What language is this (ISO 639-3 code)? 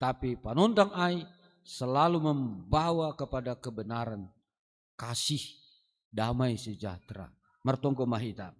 bts